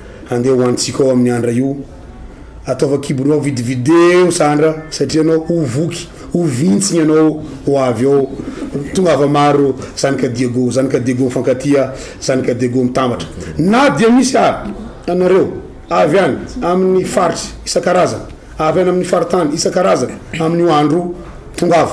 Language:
Malagasy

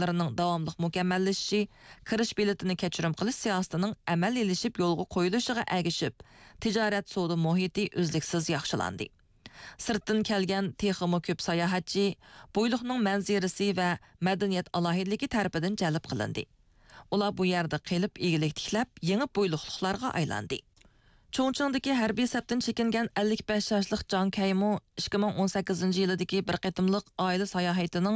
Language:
Uyghur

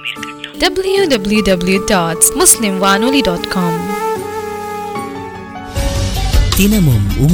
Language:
Tamil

